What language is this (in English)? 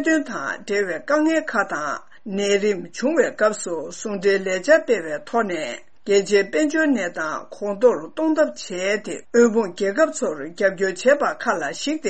Tibetan